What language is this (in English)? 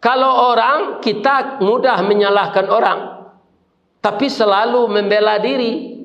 Minangkabau